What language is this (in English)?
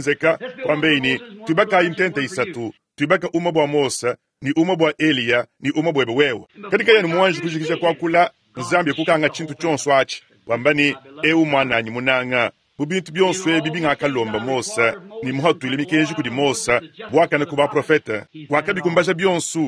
Luba-Lulua